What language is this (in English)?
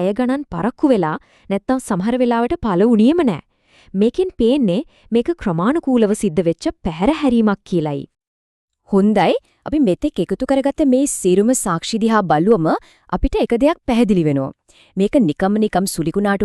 Sinhala